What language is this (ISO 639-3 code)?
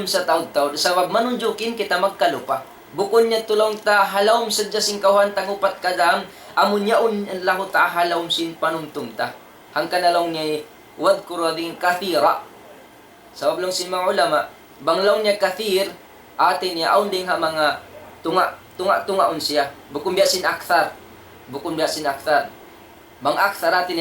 tsg